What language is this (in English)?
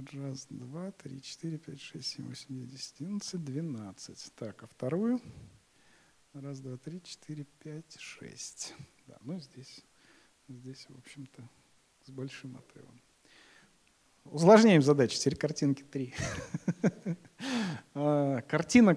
Russian